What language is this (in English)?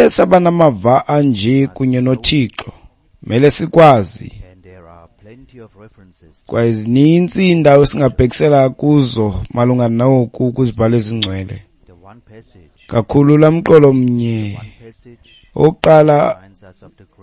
Xhosa